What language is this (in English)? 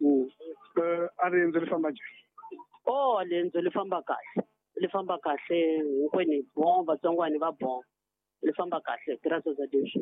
Tsonga